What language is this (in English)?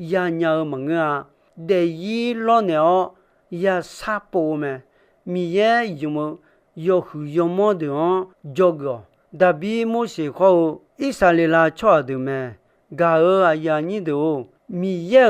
Akha